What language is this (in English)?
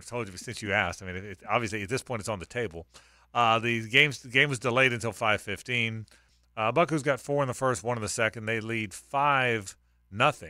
English